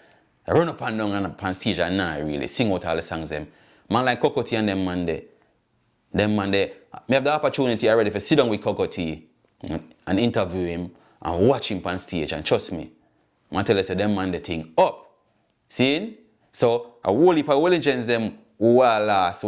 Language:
Jamaican Creole English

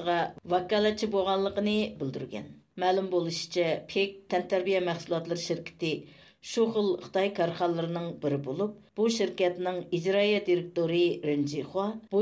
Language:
Uyghur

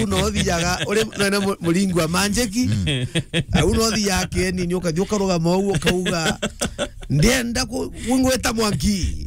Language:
Meru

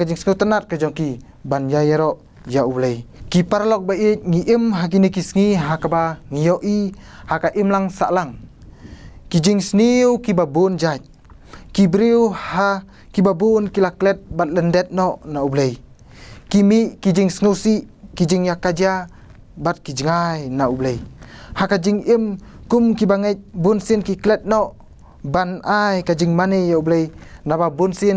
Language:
Khasi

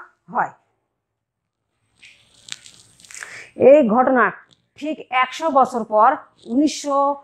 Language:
Bangla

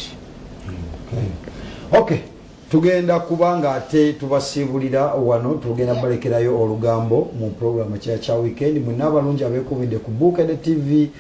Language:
Ganda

